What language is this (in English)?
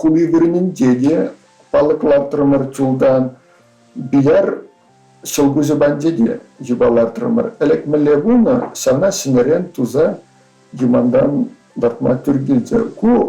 Chuvash